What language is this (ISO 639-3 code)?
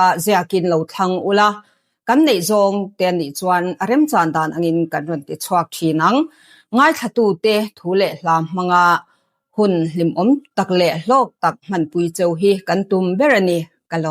lus